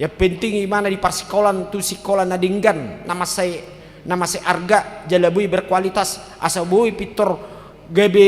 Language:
Batak Toba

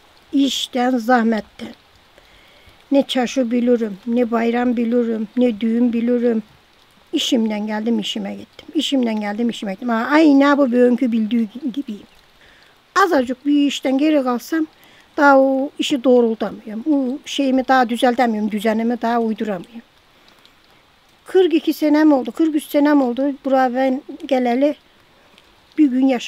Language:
Turkish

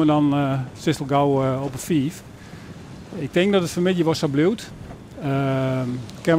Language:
Western Frisian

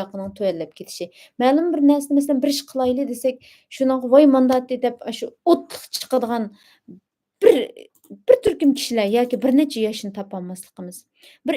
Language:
Uyghur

